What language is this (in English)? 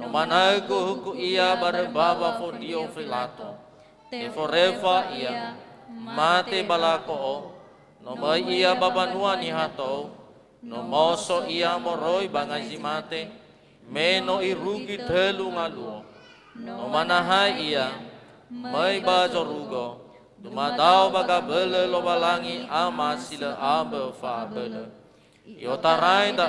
Nias